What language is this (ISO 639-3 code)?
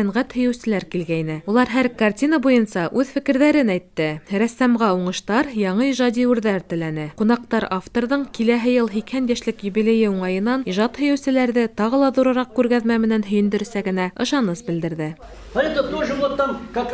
bak